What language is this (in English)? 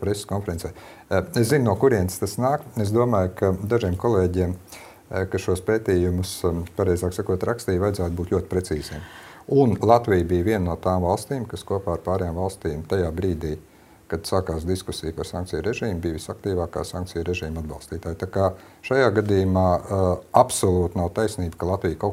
Latvian